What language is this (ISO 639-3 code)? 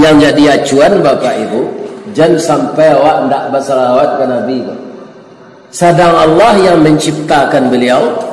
min